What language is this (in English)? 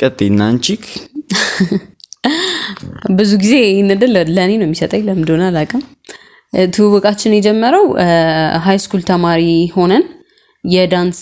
Amharic